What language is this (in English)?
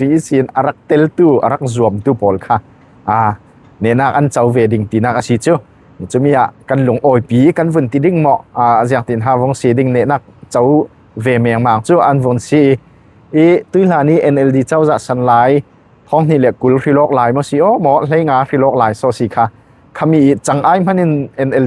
Falam Chin